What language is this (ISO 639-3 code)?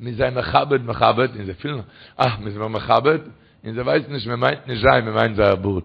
yid